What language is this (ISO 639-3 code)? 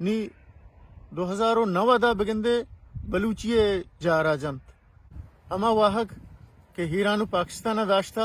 bal